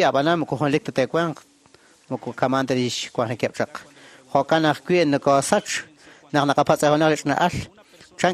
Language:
Kekchí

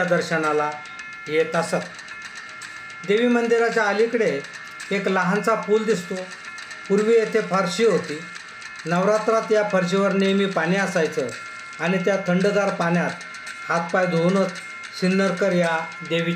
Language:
Marathi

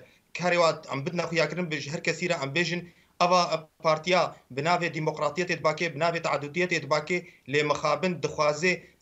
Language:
Kurdish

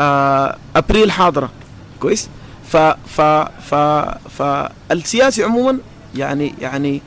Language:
Sudanese Arabic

